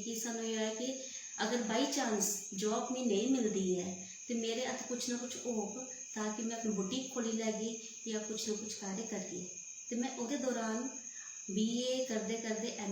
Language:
Dogri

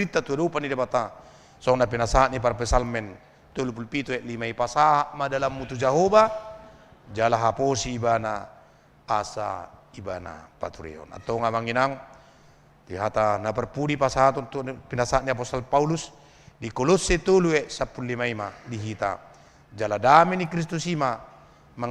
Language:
Batak Toba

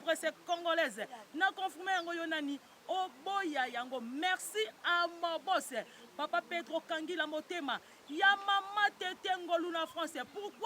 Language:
Lingala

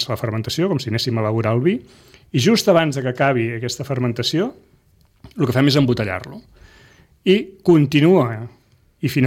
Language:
Catalan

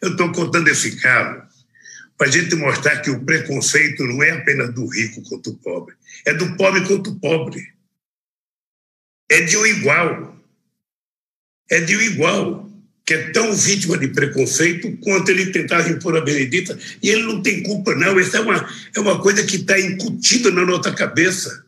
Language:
Portuguese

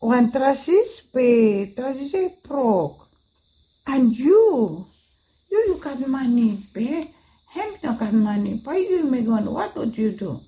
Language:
Bislama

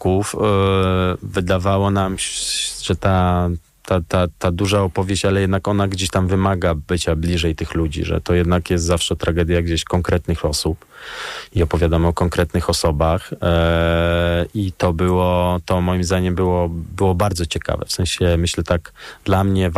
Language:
Polish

